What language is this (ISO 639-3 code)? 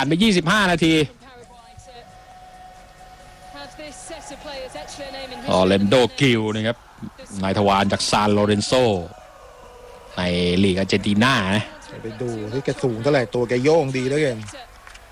tha